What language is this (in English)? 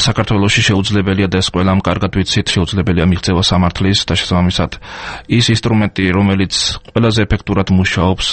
Georgian